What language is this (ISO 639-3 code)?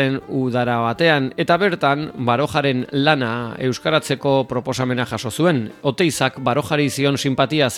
eus